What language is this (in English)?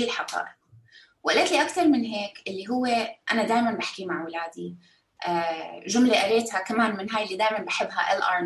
North Levantine Arabic